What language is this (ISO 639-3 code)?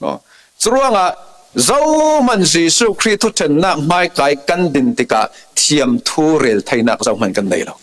cfm